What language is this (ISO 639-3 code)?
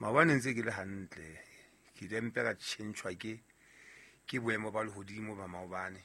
sot